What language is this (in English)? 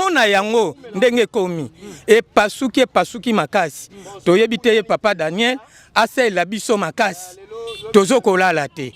Lingala